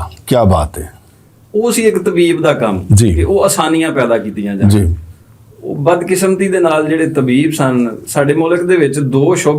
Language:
Western Panjabi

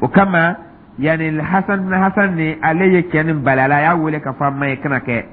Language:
Dyula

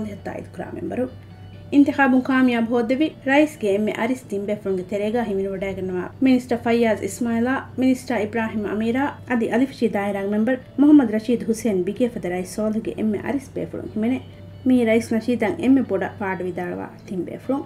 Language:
Divehi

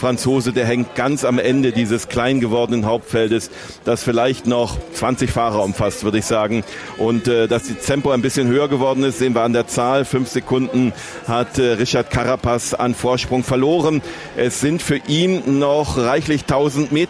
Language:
German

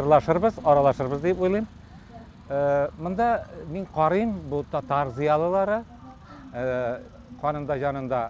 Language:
Tatar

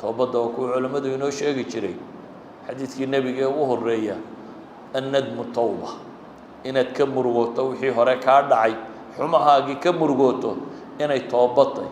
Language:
Somali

